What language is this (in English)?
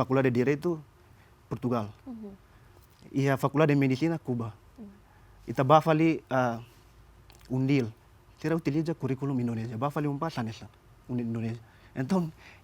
Tetum